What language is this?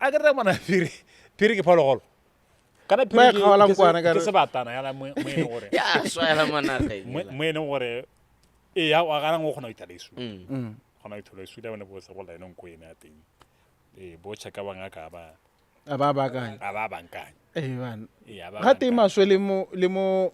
Tswana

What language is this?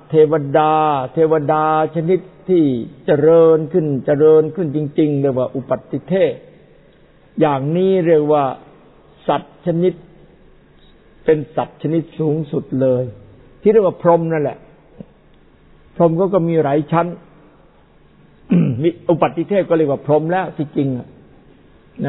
Thai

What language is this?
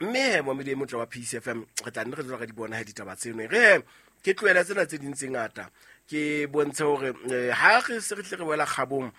Southern Sotho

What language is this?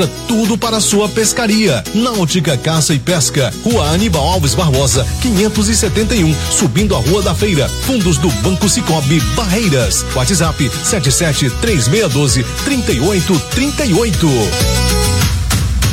Portuguese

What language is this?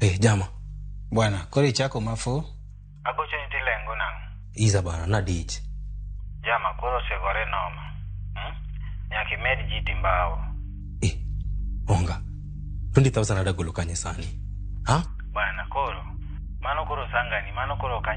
Luo (Kenya and Tanzania)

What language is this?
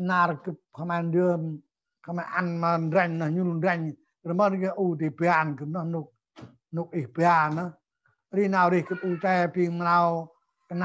Central Mnong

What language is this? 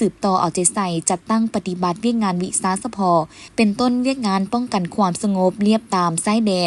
Lao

